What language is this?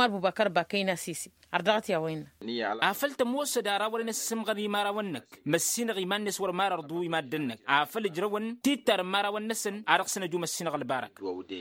Tamasheq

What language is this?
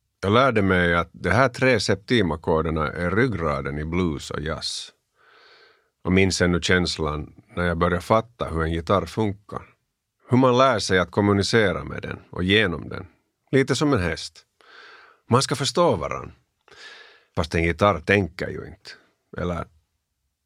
Swedish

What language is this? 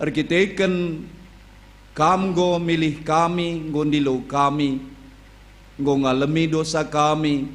Batak Karo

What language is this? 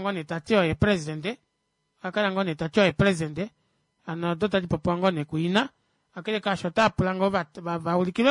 Kuanyama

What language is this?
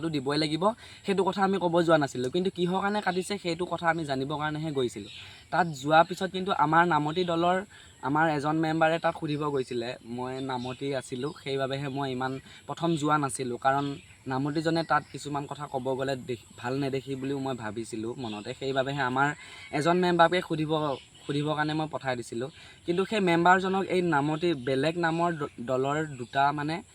Assamese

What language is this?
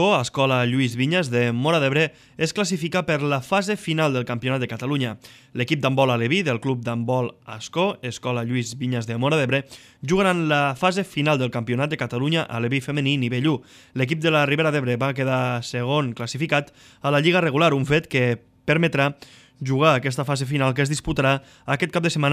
Catalan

